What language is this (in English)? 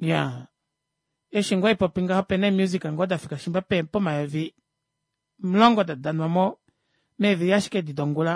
Kuanyama